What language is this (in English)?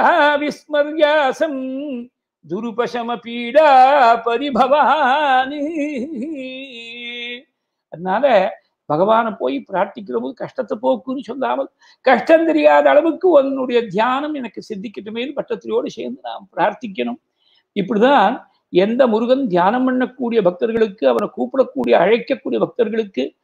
Tamil